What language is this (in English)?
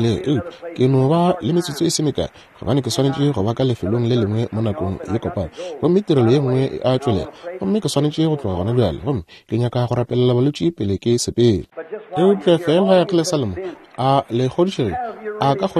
Northern Sotho